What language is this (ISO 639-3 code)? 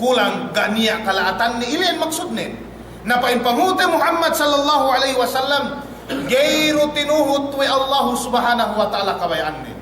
yka